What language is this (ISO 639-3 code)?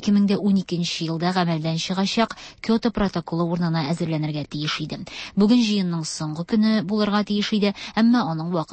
tat